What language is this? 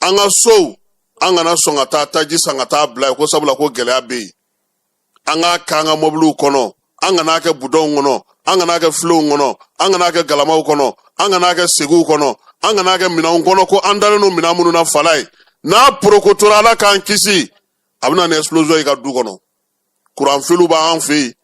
Bambara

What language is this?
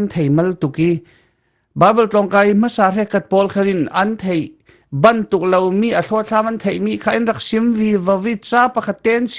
Falam Chin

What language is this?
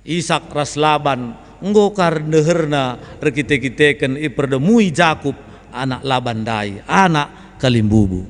Batak Karo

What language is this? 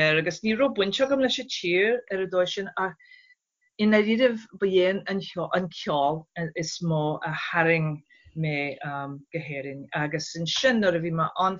Irish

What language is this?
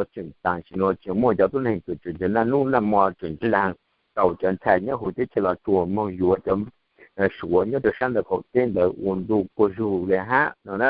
Hmong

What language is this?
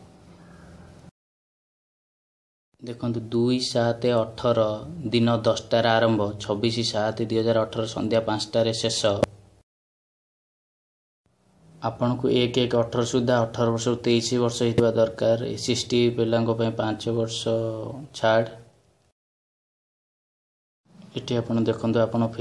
Odia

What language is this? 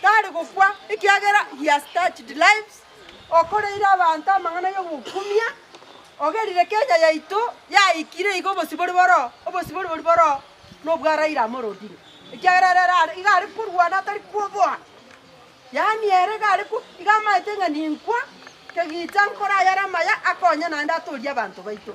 Gusii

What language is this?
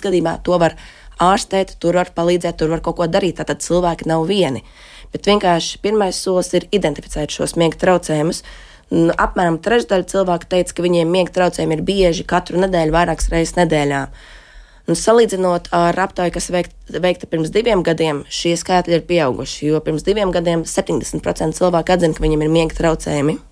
Latvian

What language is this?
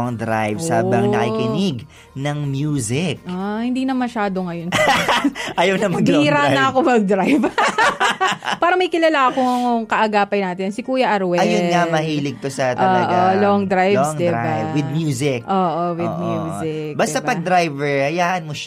Filipino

